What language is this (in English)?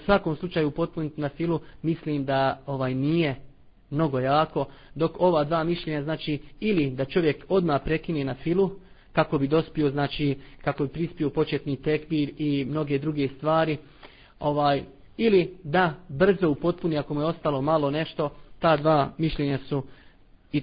Bosnian